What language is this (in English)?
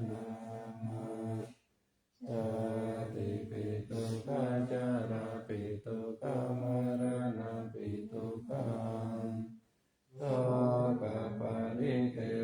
Pali